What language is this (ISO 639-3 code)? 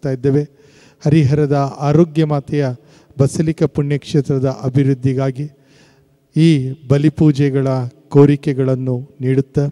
kan